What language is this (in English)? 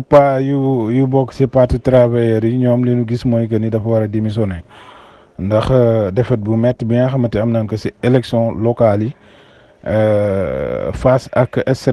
Wolof